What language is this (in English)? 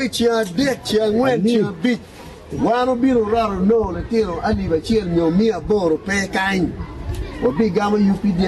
Acoli